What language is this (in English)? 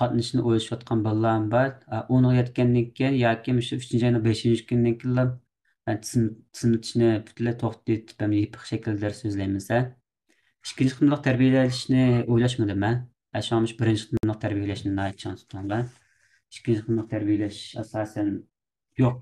Uyghur